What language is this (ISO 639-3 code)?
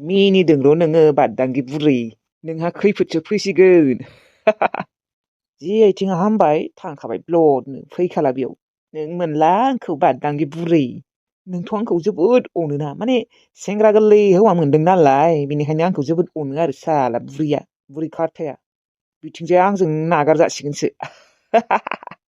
brx